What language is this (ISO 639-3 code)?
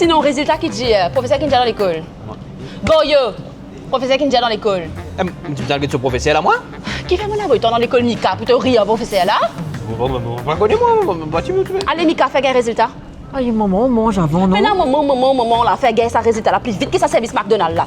mfe